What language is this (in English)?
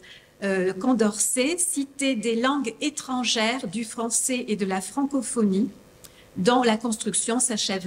French